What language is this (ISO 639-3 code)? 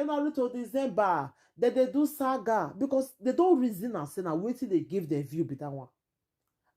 pcm